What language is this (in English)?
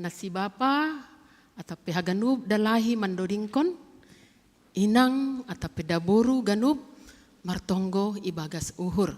Batak Simalungun